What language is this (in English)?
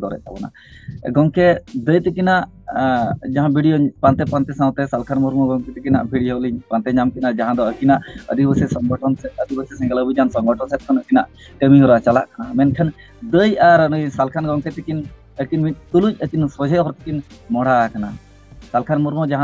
Santali